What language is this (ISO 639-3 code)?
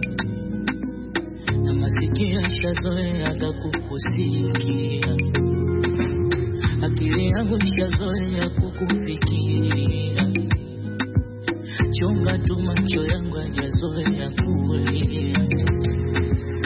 swa